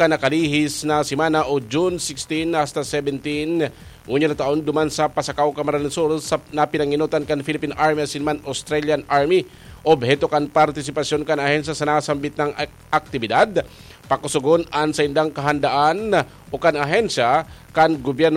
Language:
Bikol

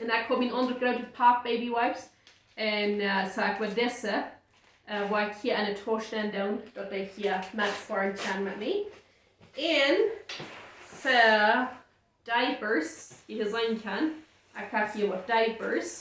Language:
Plautdietsch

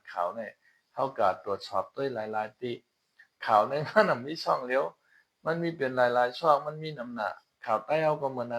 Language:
Shan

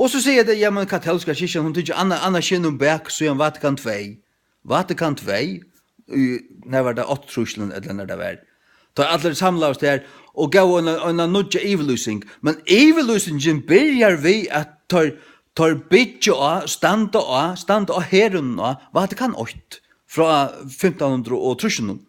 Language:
Faroese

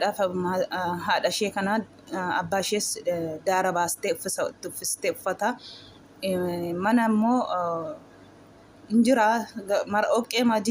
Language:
Oromo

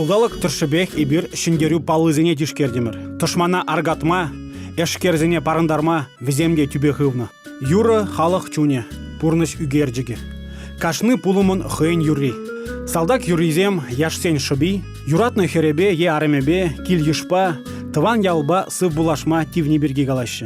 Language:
Chuvash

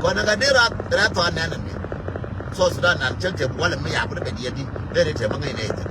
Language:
Nuer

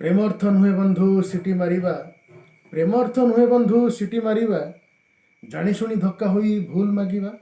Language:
Odia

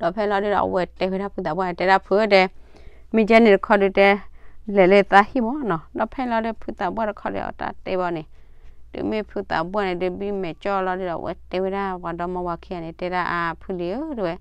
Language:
S'gaw Karen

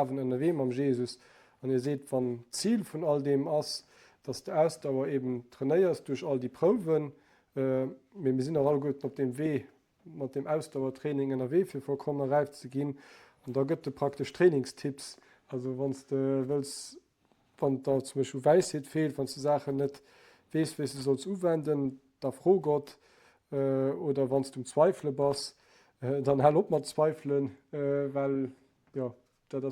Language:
Luxembourgish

